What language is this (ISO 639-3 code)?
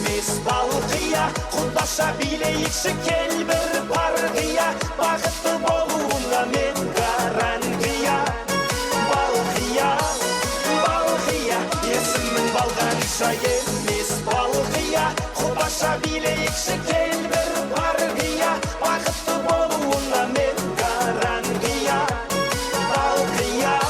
kaa